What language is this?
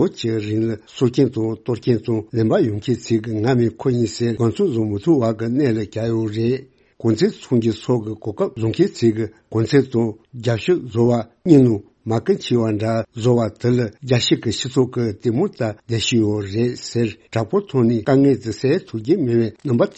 Tibetan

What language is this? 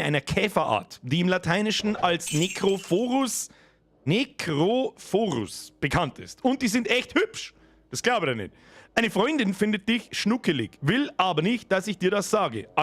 Bavarian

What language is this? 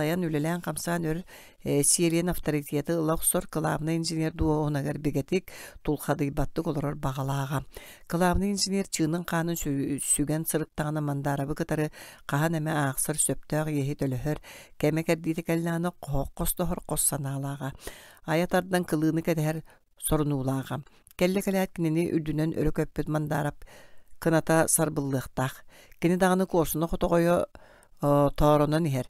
Yakut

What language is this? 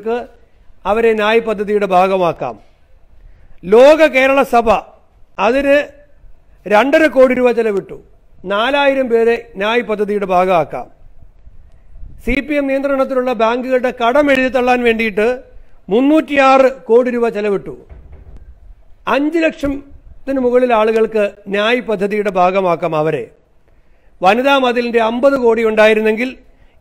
Malayalam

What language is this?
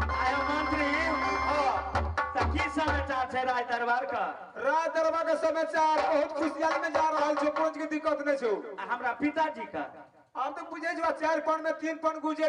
Maithili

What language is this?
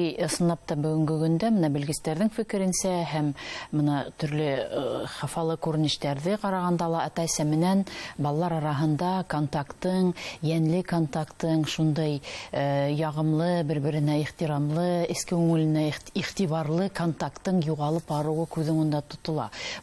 Bashkir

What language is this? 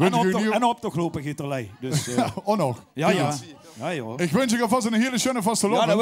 Limburgish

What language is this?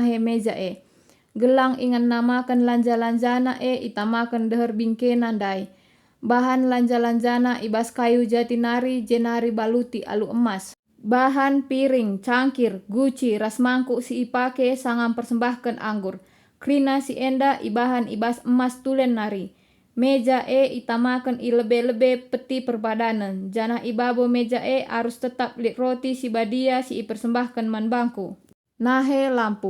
Batak Karo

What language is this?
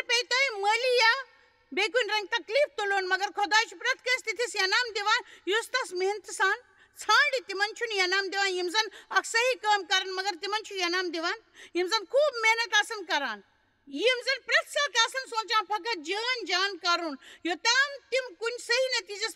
Kashmiri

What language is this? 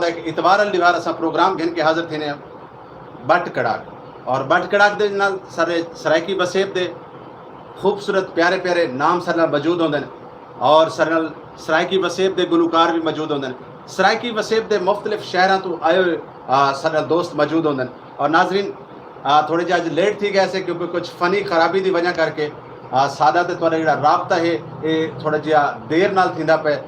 Saraiki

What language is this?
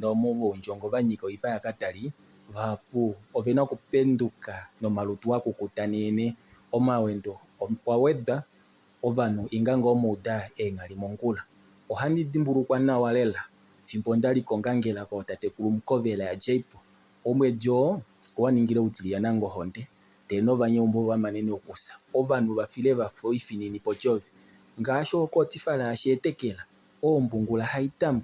Kuanyama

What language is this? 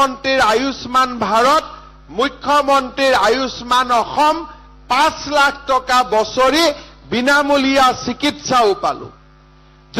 Assamese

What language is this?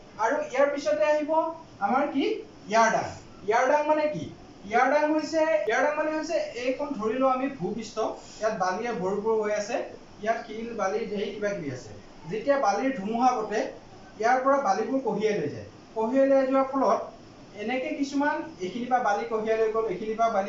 Assamese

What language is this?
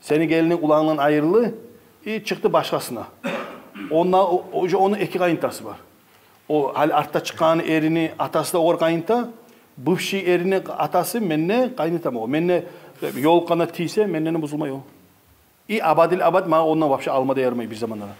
Kumyk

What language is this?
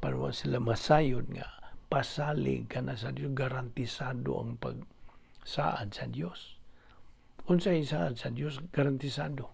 Cebuano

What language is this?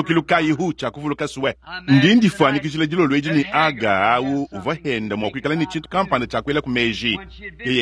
Luba-Lulua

